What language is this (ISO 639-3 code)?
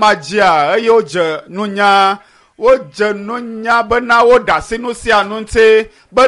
ewe